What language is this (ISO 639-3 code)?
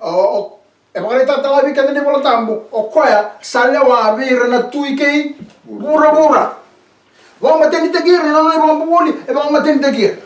fij